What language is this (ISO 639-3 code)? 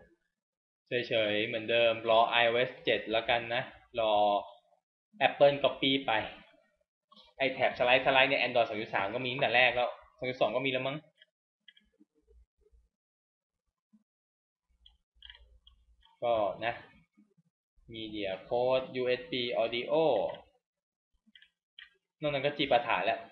tha